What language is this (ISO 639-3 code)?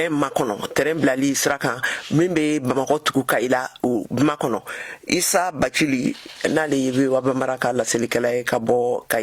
bam